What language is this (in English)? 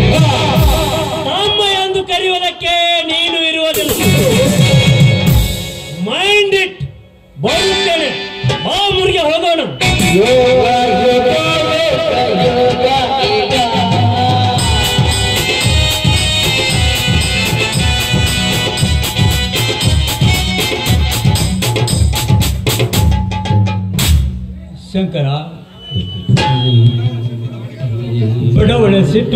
Kannada